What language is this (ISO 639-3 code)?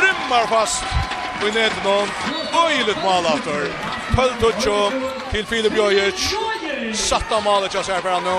fao